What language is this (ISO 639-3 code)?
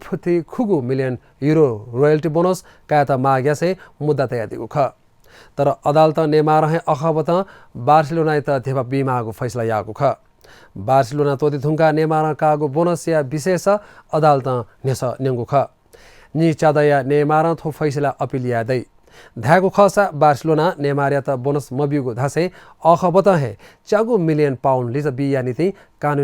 new